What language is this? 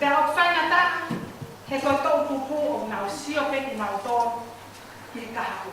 Tongan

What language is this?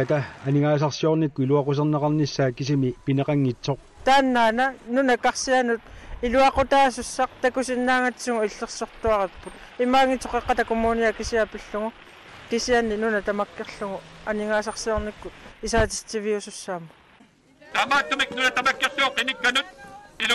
Kalaallisut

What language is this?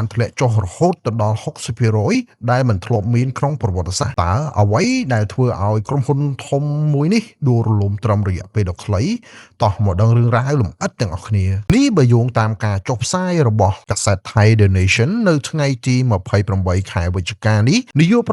Khmer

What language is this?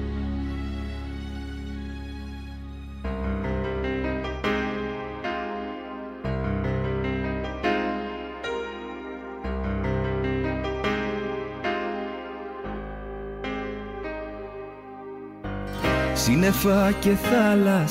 Greek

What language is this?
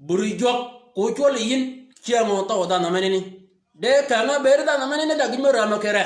Shilluk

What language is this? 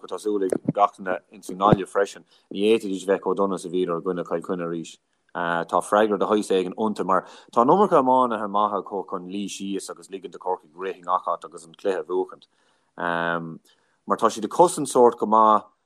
Irish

